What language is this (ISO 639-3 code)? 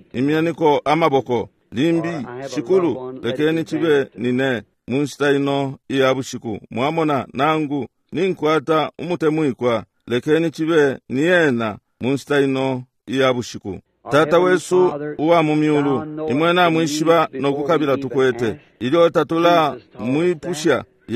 bem